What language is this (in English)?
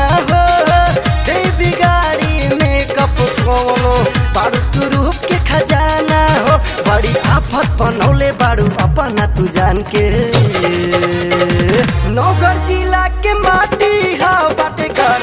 Bhojpuri